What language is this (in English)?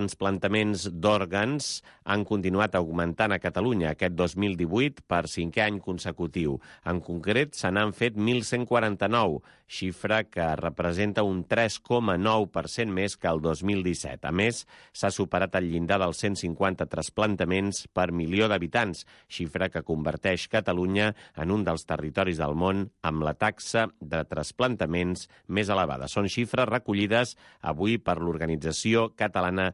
Catalan